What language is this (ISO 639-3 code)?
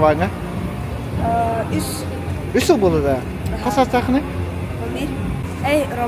sah